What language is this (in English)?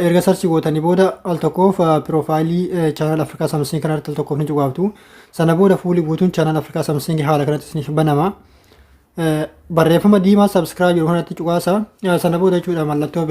Oromo